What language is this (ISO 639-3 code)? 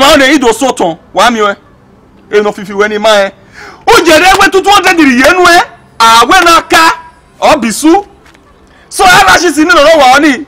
bin